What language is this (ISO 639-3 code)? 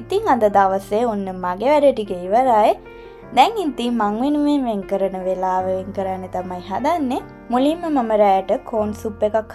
sin